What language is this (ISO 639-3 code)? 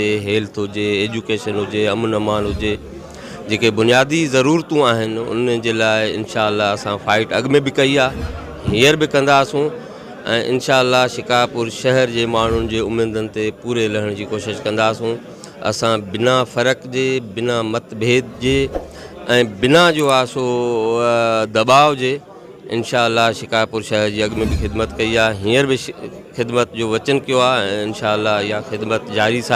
snd